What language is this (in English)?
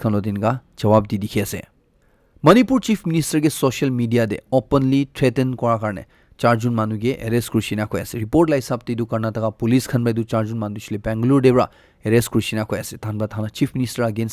Naga Pidgin